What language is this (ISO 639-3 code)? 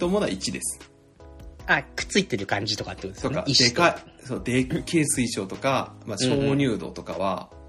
jpn